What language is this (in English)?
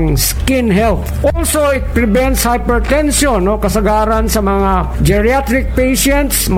Cebuano